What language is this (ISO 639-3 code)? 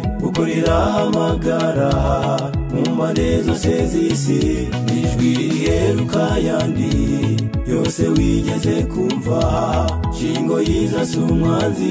kin